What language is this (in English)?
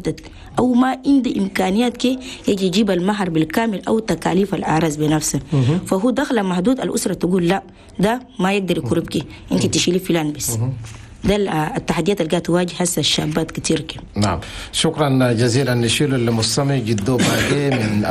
Chadian Arabic